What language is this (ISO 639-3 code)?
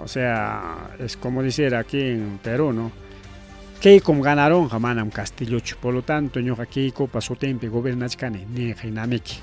quy